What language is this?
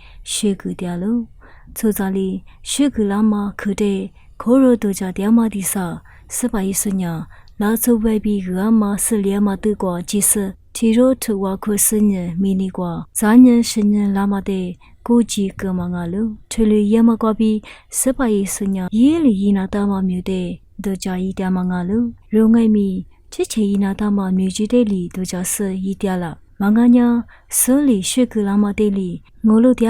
Lisu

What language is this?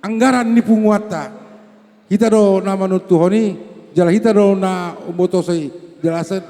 Batak Toba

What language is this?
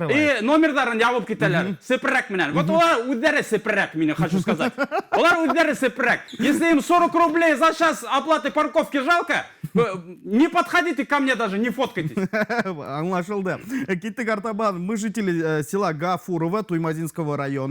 Bashkir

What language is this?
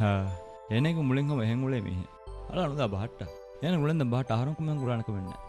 Divehi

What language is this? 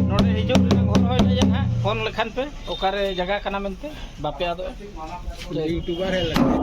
Santali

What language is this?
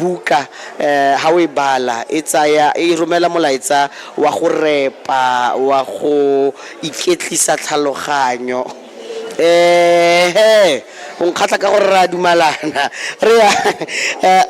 Tswana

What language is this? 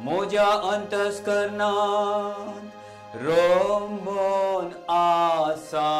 Konkani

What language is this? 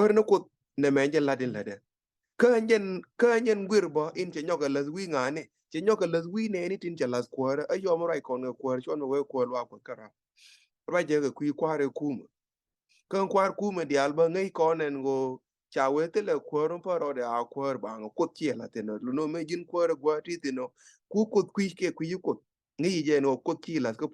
Nuer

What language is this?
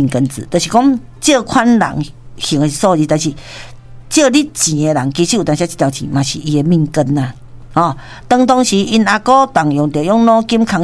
Min Nan Chinese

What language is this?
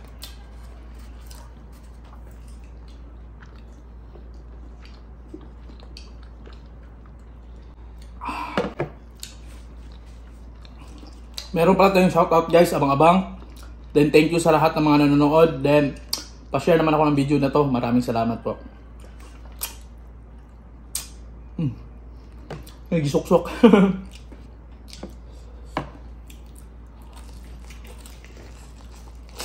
Filipino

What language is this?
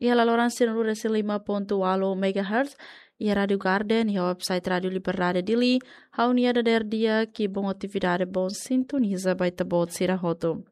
Tetum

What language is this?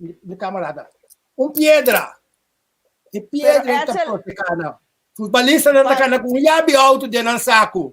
Papiamento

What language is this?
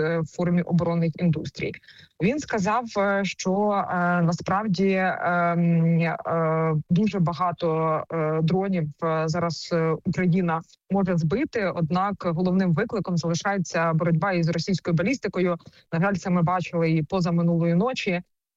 Ukrainian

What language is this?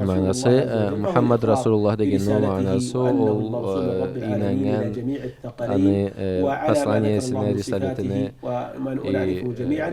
Karachay-Balkar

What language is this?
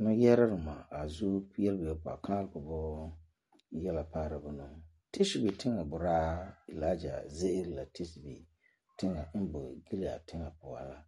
Frafra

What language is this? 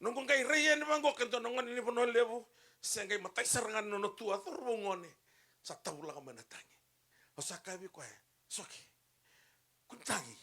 Fijian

